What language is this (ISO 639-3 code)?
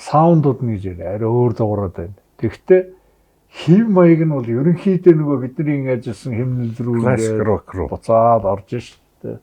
mon